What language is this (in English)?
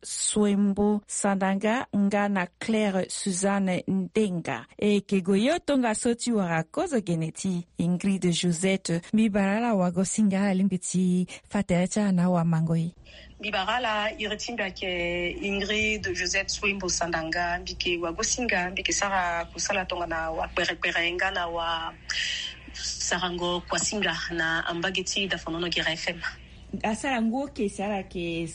Sango